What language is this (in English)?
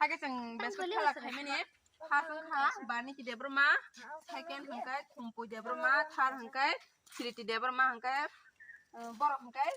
Kok Borok